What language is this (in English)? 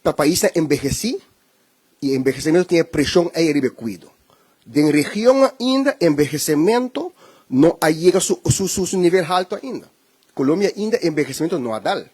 Papiamento